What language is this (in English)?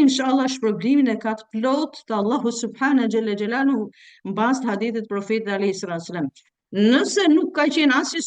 Albanian